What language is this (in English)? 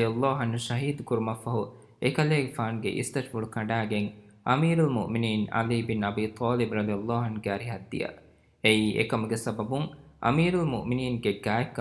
Divehi